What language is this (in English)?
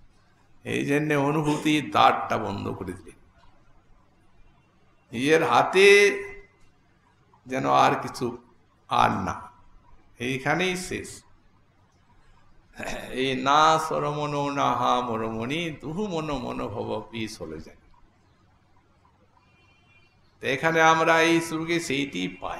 Bangla